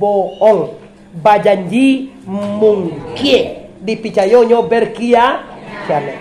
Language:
Minangkabau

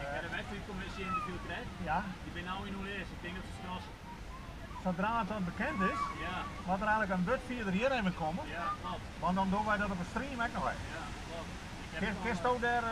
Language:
Western Frisian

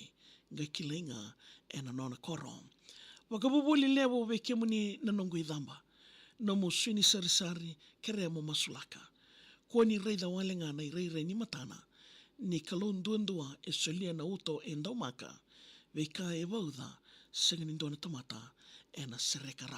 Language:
Fijian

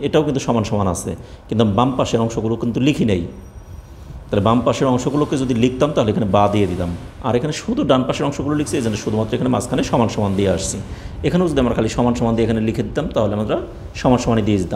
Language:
Bangla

